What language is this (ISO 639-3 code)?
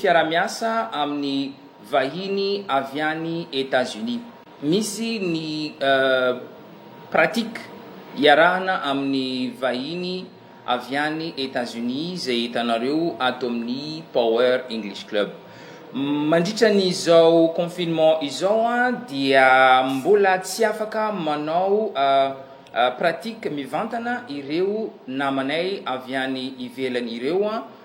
mlg